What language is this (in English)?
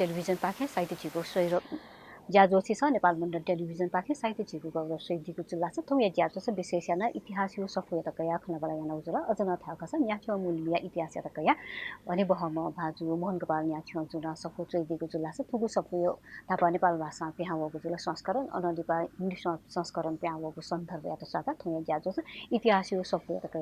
Newari